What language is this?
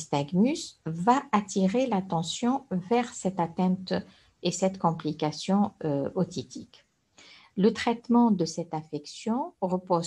French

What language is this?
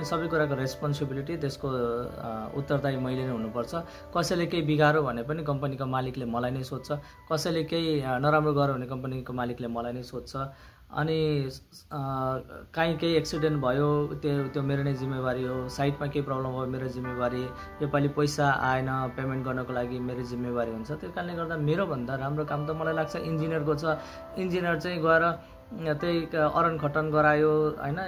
Nepali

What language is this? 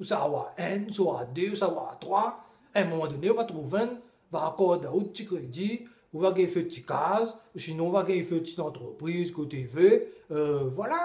Réunion Creole French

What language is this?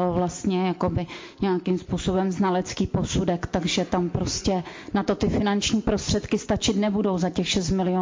Czech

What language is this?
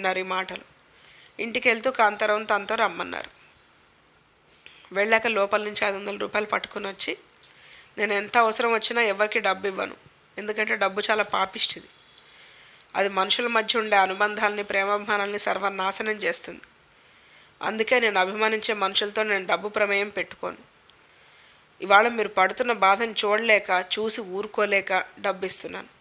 Telugu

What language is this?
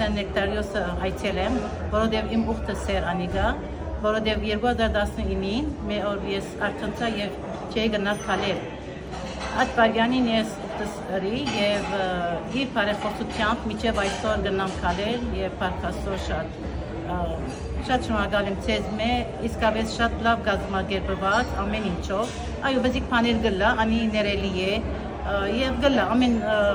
Western Armenian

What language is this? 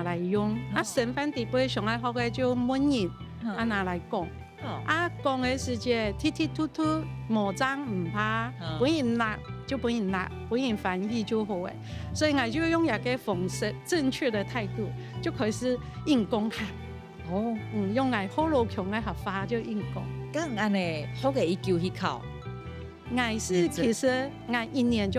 Hakka Chinese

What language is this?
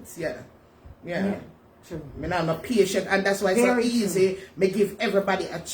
Jamaican Creole English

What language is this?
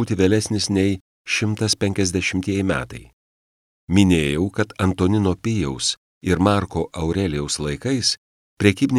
Lithuanian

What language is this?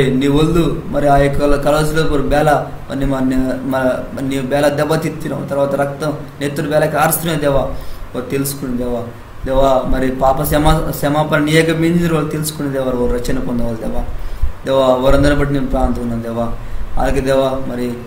Koya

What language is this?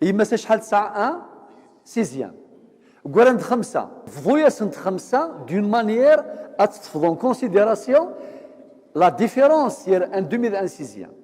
Kabyle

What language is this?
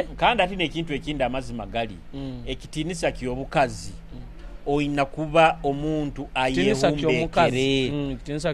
Nyoro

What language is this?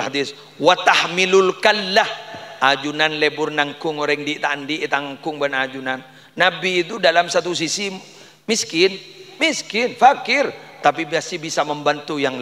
Madurese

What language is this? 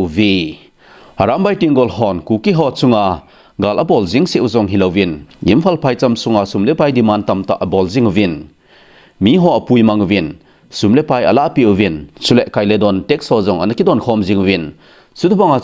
Thado Chin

